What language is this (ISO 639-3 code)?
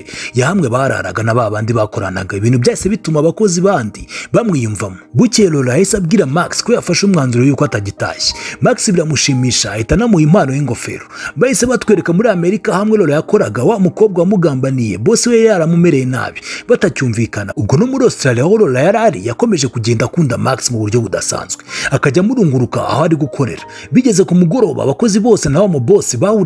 kin